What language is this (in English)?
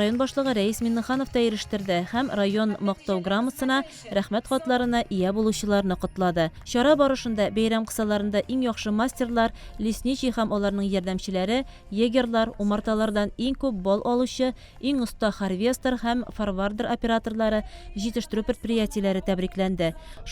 Tatar